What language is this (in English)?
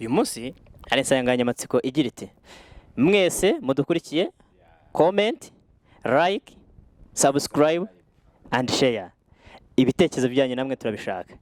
Kinyarwanda